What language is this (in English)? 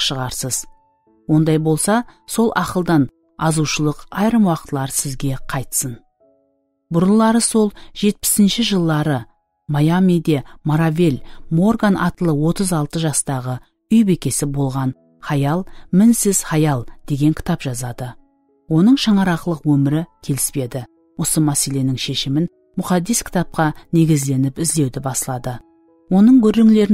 Kara-Kalpak